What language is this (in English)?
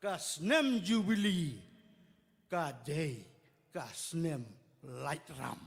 Khasi